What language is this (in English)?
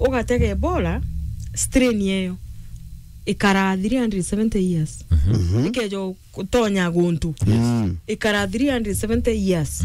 Meru